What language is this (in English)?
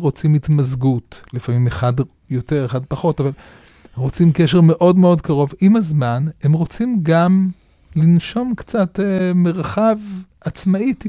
Hebrew